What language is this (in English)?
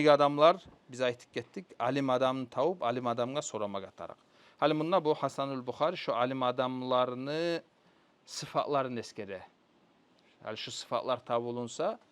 Kumyk